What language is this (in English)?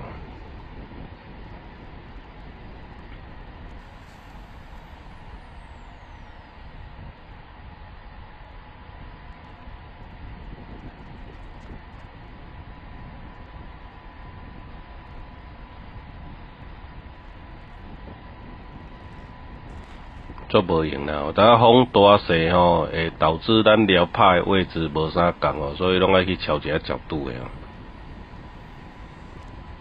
Min Nan Chinese